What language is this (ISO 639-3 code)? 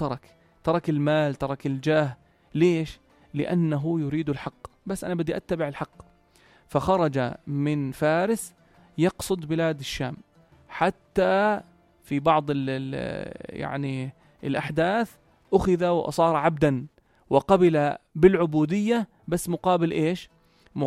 apc